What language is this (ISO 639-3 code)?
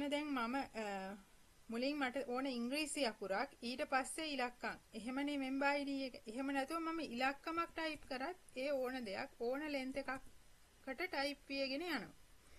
sin